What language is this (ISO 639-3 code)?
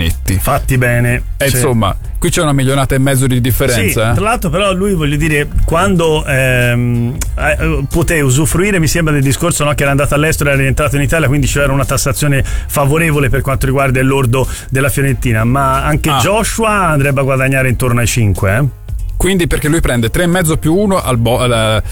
ita